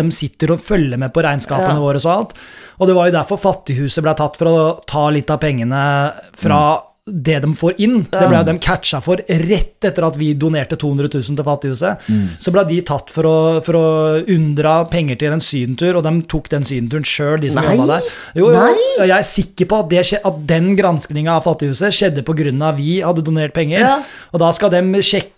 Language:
Norwegian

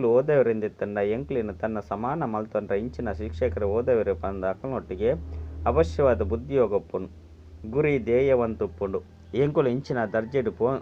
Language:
Tulu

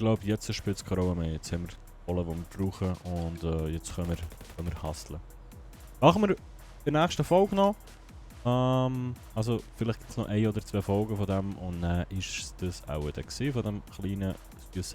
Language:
Swiss German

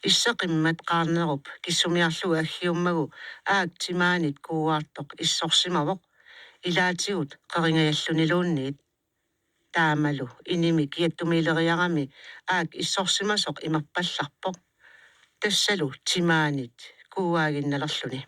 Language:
Kalaallisut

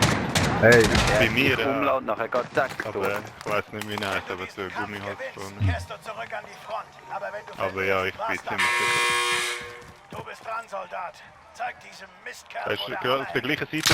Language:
Swiss German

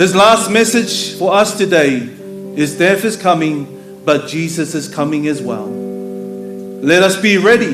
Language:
Samoan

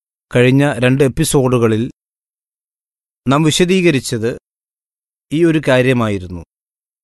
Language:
Malayalam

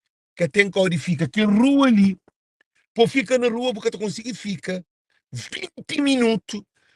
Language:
Kabuverdianu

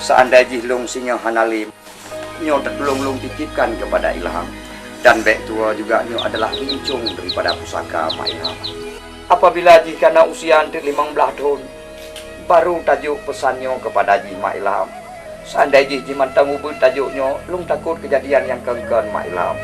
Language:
Achinese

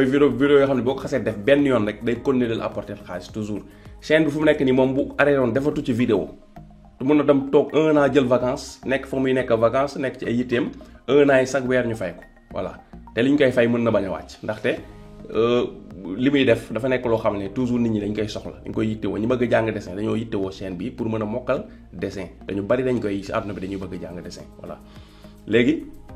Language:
Wolof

